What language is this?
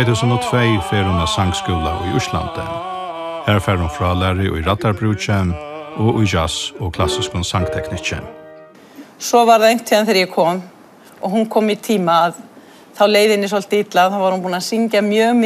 Faroese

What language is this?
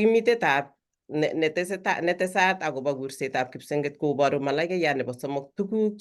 Kalenjin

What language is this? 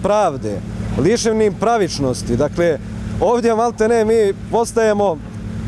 Bosnian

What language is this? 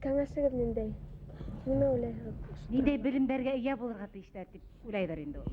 Bashkir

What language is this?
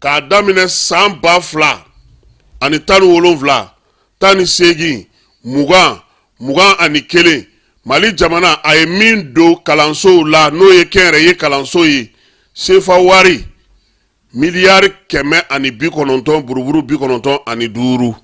Bambara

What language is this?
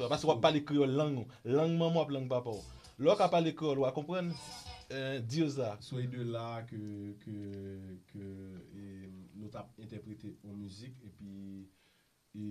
Haitian Creole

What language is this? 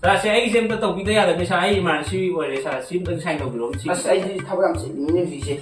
Manipuri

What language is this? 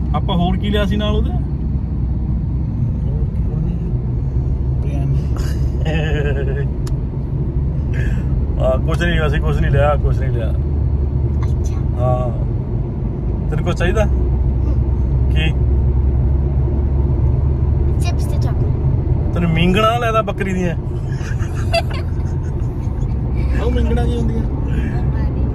Punjabi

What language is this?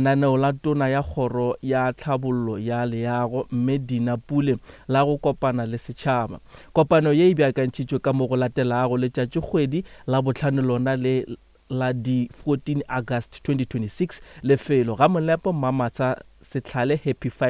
Northern Sotho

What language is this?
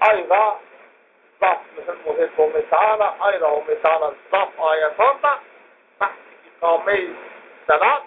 Zaza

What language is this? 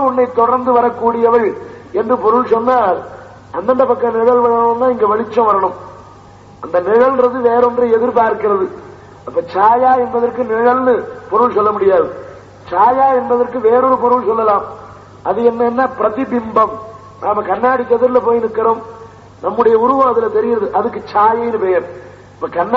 Tamil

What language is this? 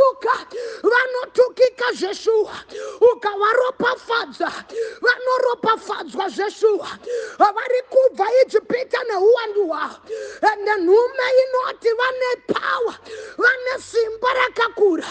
Shona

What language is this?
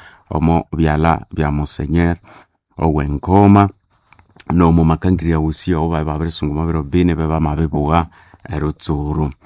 Nande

